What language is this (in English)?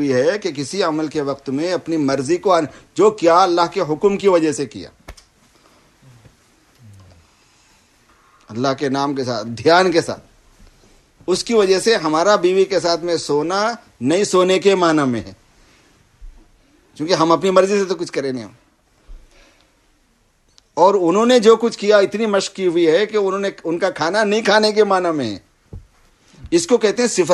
Urdu